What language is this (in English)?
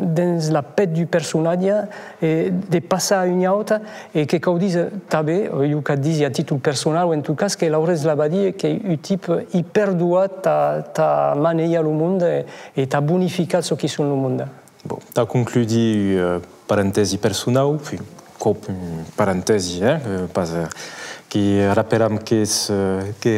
Occitan